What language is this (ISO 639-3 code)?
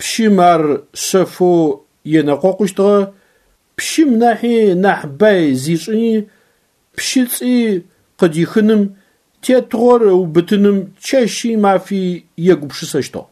ady